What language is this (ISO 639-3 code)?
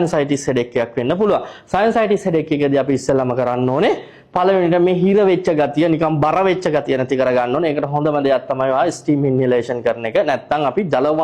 sin